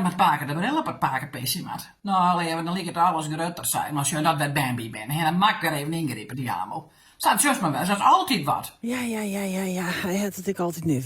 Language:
Western Frisian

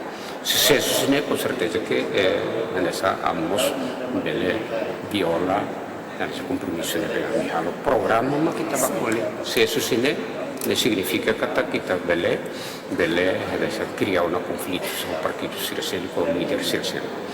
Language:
Tetum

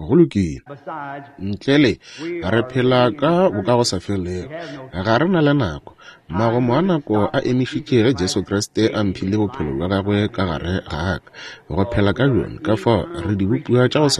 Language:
Northern Sotho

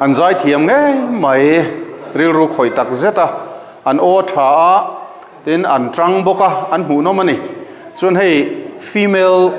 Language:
Mizo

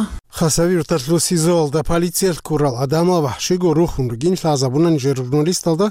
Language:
Avaric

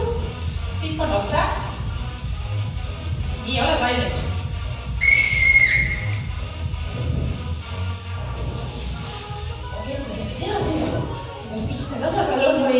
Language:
Estonian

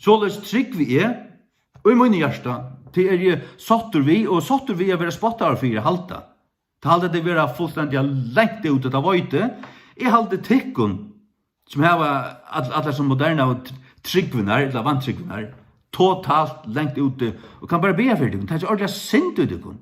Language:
Faroese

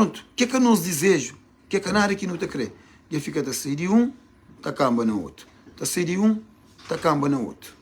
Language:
Kabuverdianu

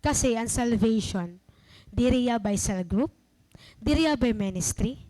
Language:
Waray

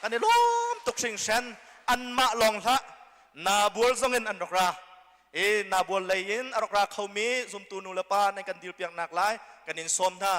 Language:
Hakha Chin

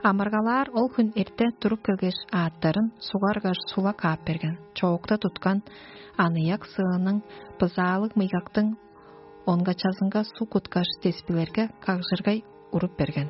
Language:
Tuvinian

